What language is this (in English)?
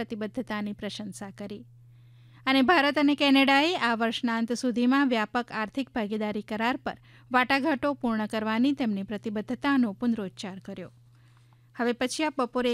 Gujarati